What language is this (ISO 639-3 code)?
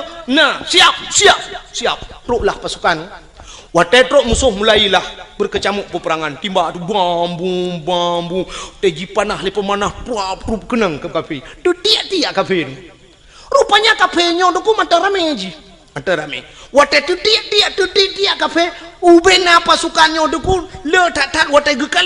ace